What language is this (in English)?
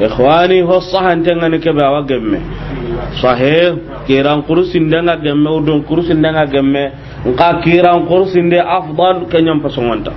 Soninke